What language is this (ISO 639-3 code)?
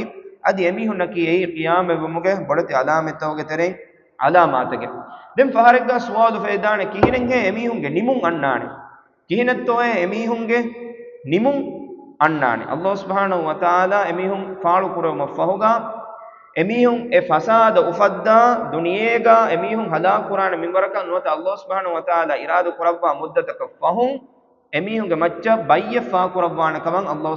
div